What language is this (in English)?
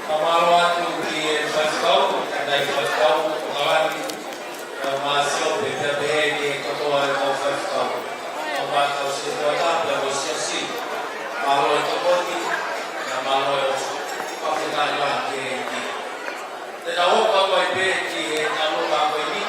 Tongan